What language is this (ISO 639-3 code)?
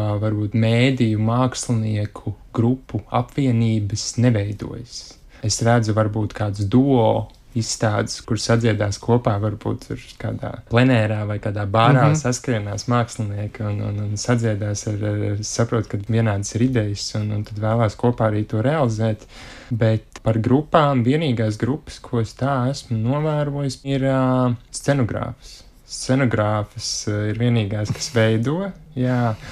lav